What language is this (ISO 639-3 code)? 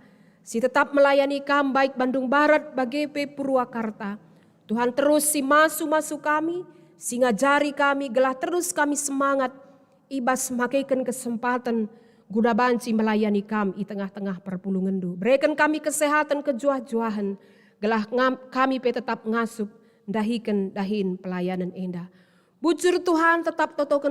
btx